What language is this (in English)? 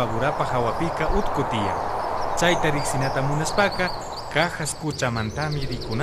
Imbabura Highland Quichua